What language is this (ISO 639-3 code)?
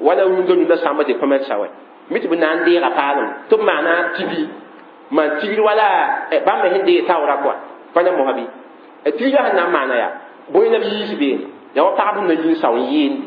mos